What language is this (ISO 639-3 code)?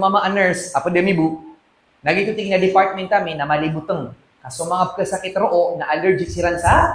mrw